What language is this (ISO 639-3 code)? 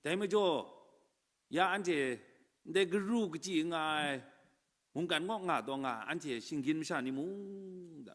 kac